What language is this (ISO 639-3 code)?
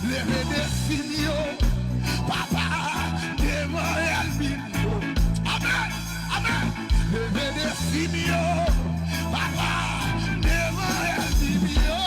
hat